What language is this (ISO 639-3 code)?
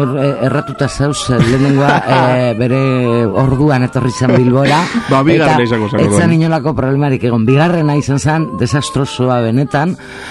eus